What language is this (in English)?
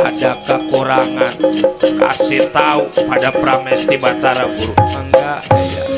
Betawi